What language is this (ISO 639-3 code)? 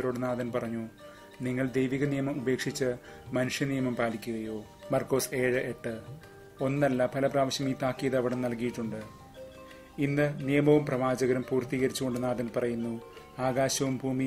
mal